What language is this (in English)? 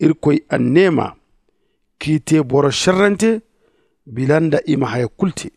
Zarma